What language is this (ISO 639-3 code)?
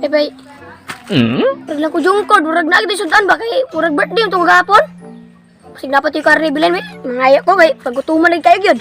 ceb